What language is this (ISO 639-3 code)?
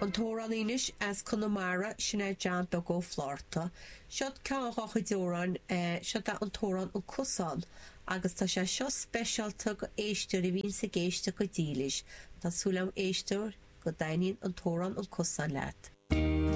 gle